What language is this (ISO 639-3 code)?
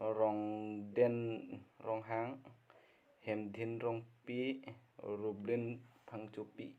mjw